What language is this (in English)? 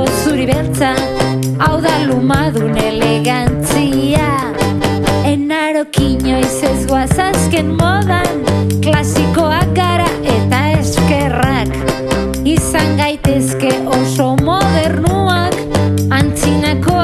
Basque